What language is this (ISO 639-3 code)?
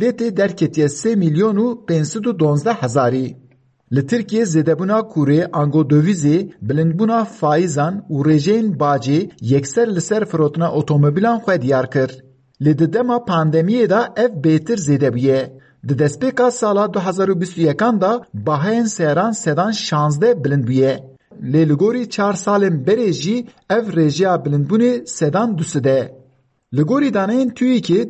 kur